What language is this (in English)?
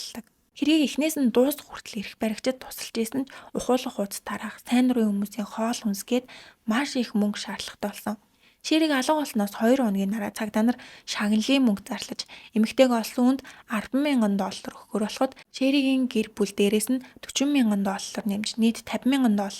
Mongolian